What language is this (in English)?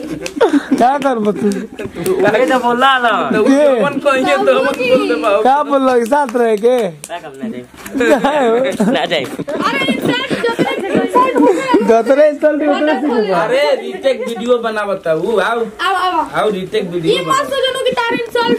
Bhojpuri